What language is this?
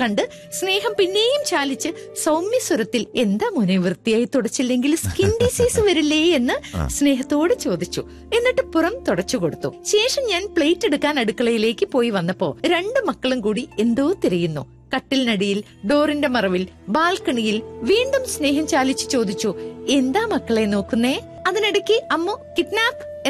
Malayalam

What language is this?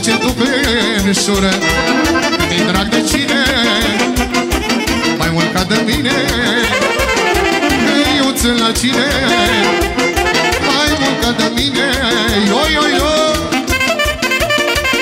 Romanian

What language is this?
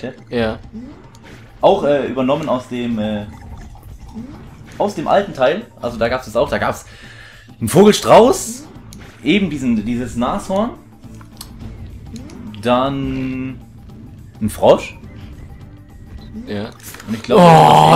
German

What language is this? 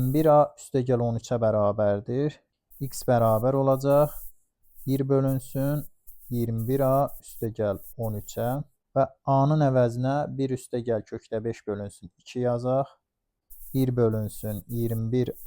Azerbaijani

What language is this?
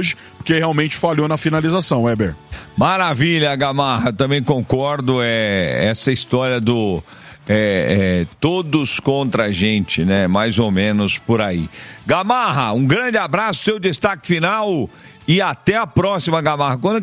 Portuguese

